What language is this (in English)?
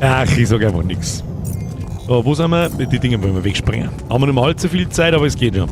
Bavarian